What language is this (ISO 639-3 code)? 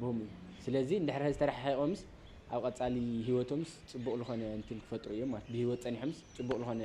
tir